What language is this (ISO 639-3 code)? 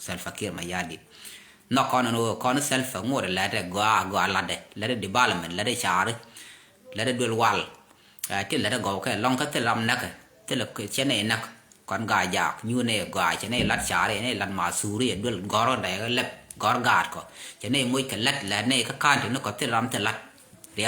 nus